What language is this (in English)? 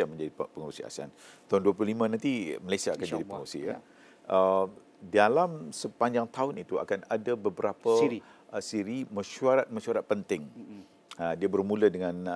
Malay